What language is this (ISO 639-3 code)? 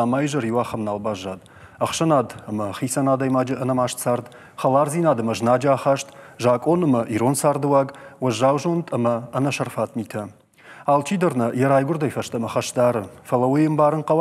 oss